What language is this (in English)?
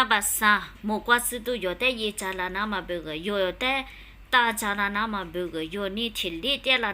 Lisu